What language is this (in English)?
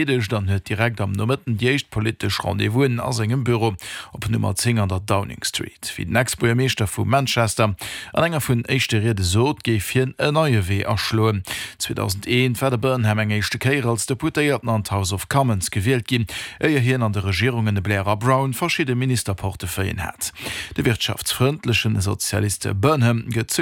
Luxembourgish